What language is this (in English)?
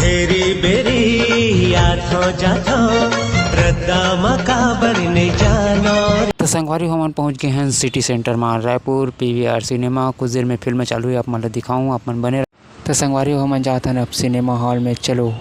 Chhattisgarhi